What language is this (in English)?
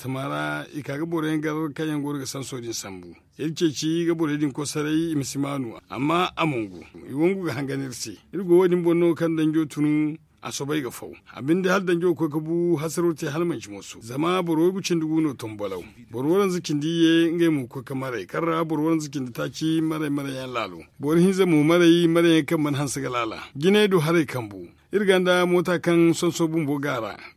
Zarma